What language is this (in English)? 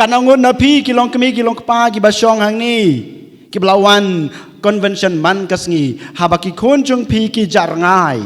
Khasi